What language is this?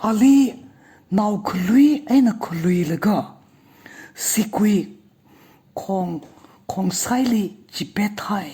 Tangkhul Naga (India)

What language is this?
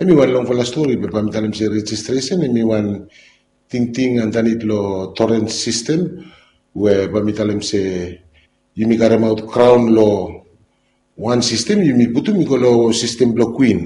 Bislama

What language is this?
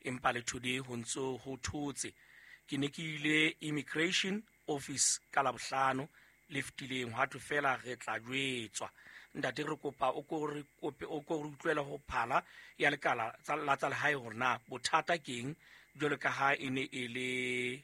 Southern Sotho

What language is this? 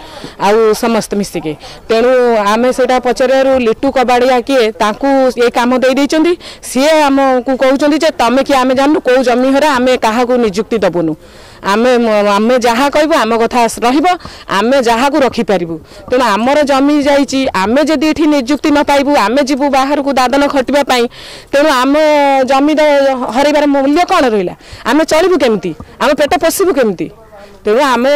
Odia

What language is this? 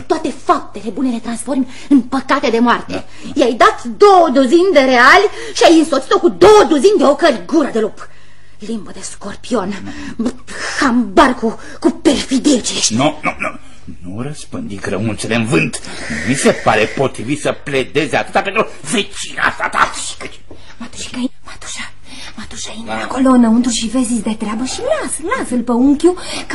Romanian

